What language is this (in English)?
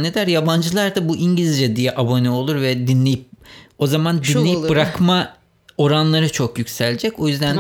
Turkish